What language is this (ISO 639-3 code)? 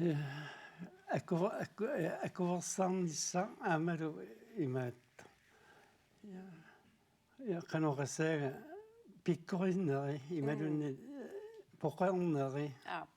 kal